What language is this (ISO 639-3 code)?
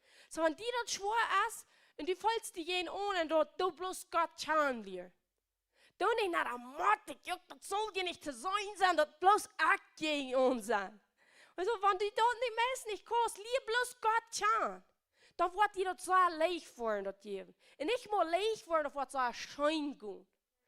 pdt